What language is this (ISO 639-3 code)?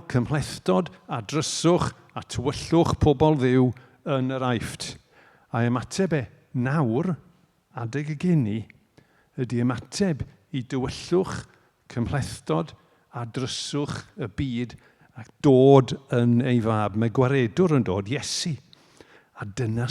cym